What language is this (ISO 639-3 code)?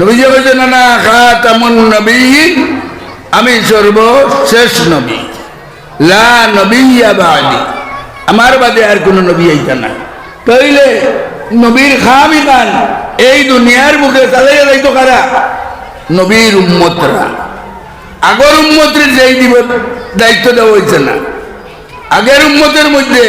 syl